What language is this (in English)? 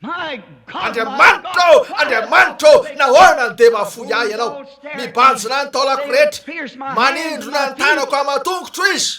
Malagasy